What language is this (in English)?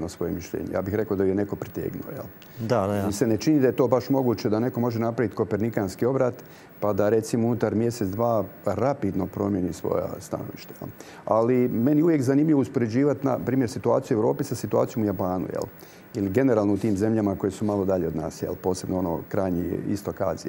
Croatian